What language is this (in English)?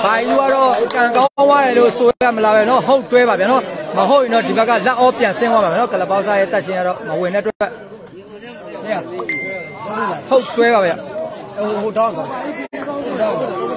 Burmese